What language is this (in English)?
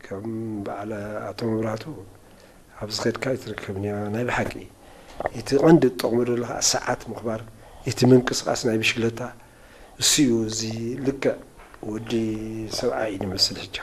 Tigrinya